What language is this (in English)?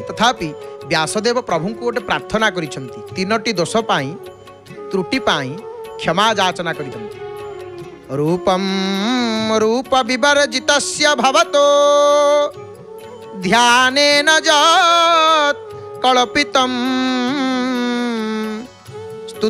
Odia